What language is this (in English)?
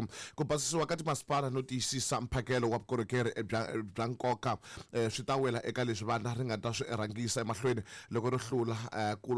Tsonga